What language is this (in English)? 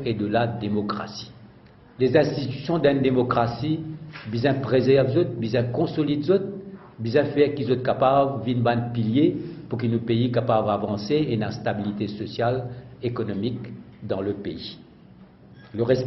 Morisyen